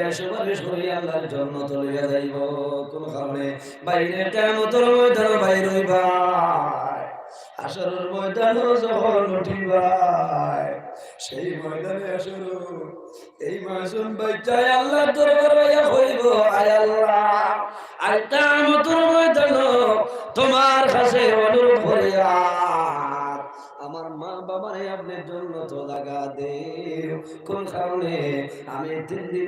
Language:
Sylheti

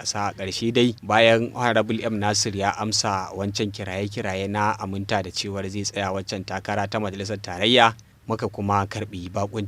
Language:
Hausa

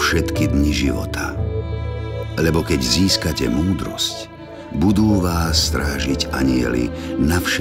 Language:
Slovak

